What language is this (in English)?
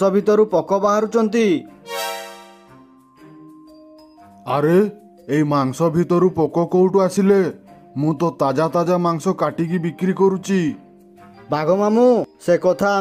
Odia